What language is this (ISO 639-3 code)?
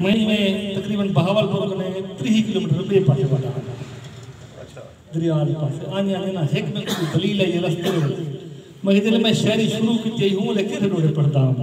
skr